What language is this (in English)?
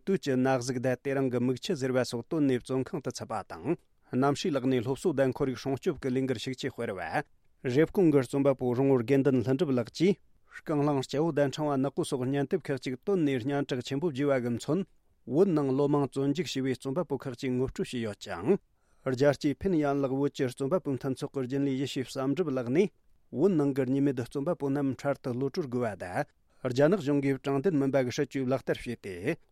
Tibetan